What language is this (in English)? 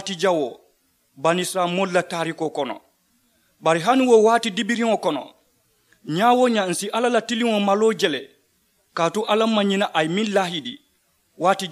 Mandingo